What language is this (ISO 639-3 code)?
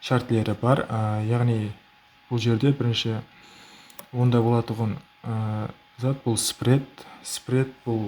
kaa